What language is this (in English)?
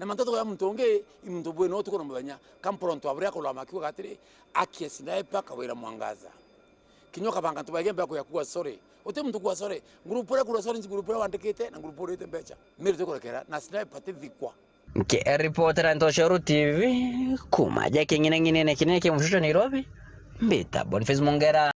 Meru